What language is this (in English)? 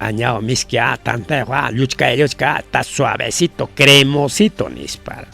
Ayacucho Quechua